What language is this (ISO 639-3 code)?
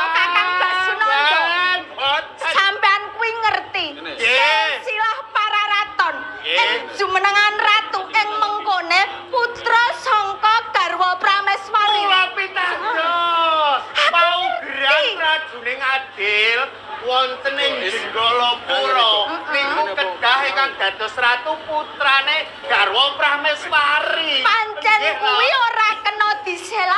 jav